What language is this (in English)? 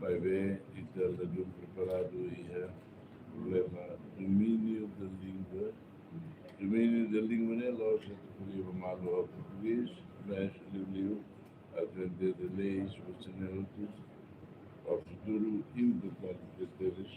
Tetum